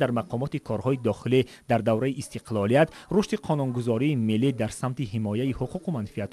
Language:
Tajik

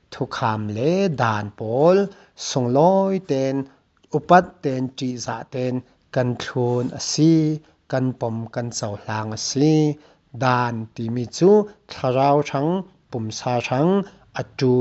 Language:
Falam Chin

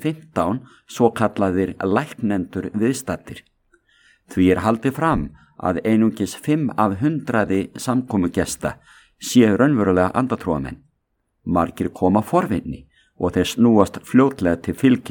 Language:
Icelandic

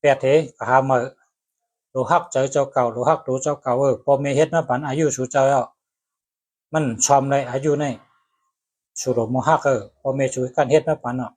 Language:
Shan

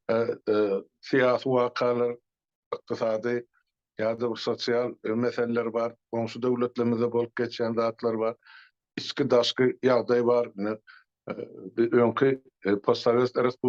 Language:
Turkmen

